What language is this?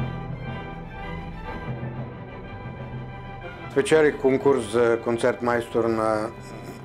Bulgarian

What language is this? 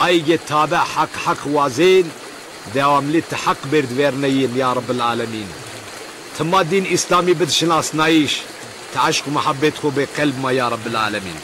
Zaza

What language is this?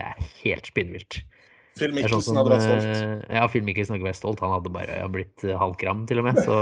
Norwegian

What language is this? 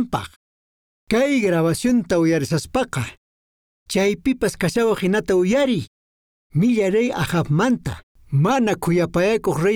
Quechua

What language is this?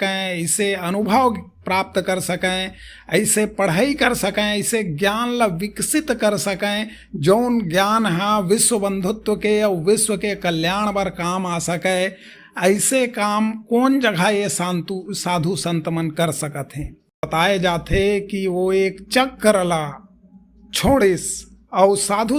Chhattisgarhi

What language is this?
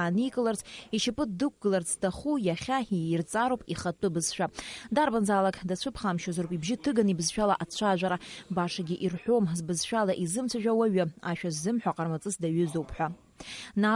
Abkhazian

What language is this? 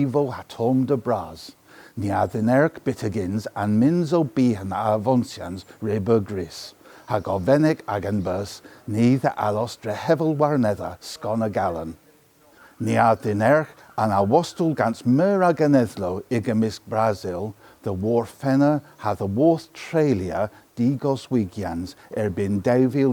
Cornish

